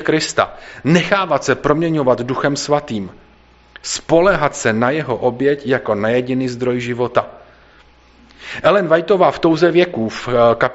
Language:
Czech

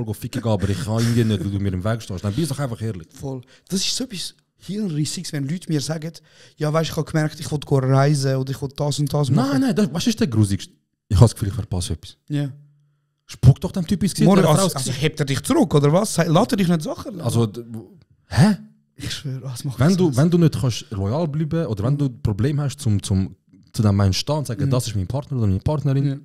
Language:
Swiss German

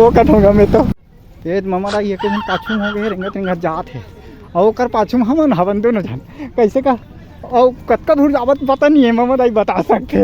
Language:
Chhattisgarhi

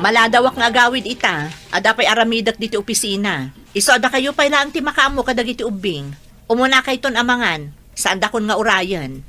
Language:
Iloko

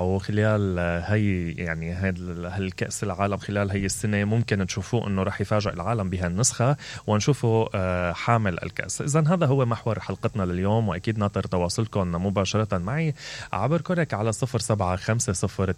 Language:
Mesopotamian Arabic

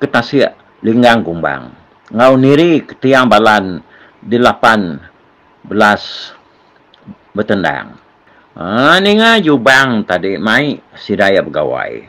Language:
Iban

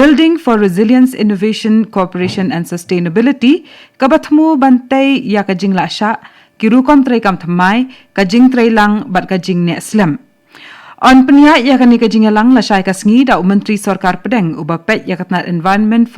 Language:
Khasi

